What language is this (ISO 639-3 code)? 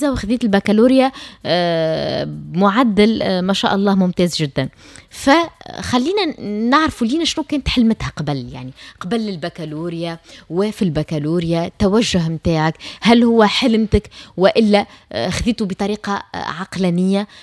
aeb